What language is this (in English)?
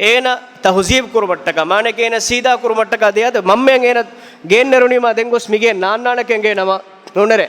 Divehi